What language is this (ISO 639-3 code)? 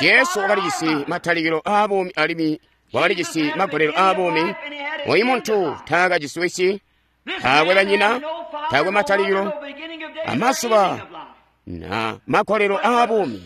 toi